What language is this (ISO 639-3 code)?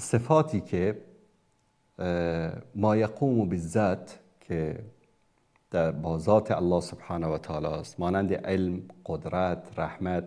fas